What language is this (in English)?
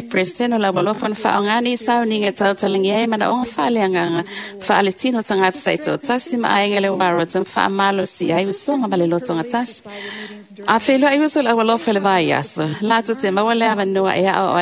Samoan